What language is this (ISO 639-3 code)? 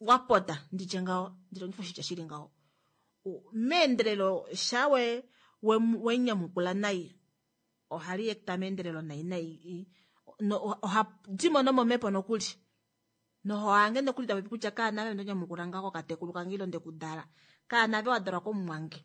kua